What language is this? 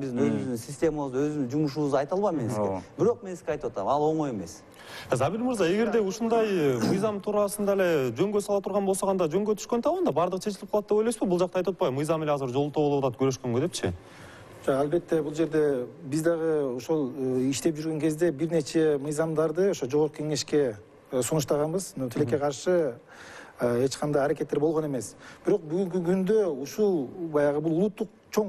Kyrgyz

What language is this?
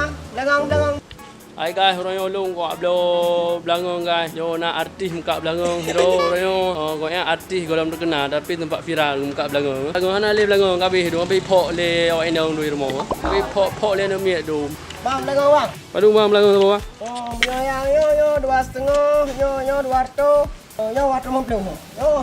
Achinese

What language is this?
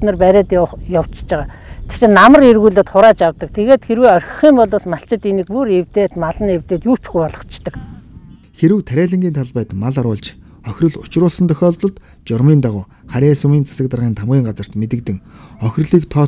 Mongolian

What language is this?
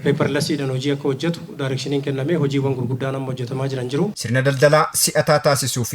Oromo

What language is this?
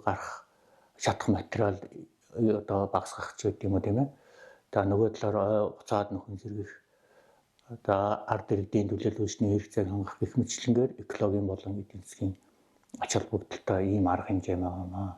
Mongolian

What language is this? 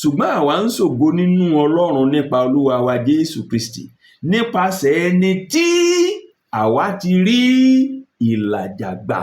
Yoruba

